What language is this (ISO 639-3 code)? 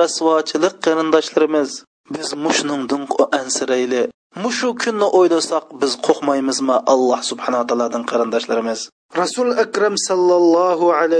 uig